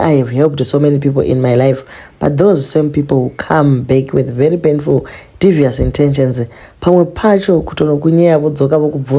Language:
Shona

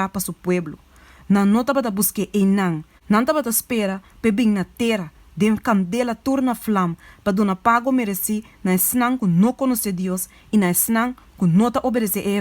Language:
Papiamento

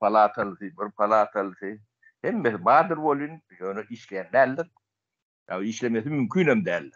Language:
Turkmen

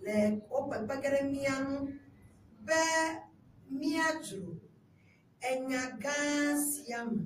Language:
Ewe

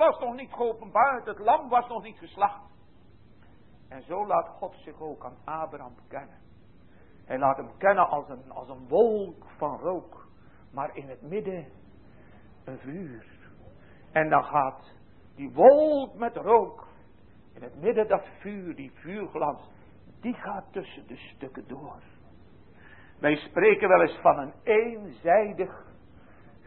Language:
Dutch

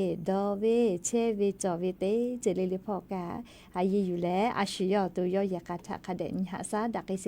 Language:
Lahu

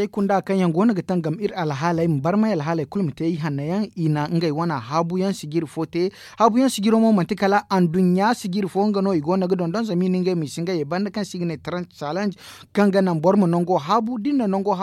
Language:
Zarma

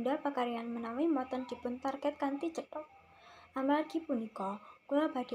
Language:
Javanese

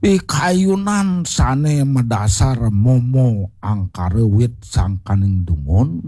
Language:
Balinese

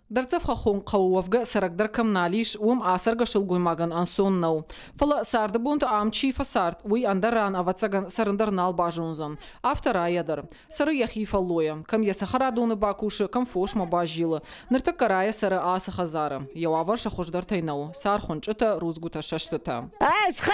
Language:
Ossetic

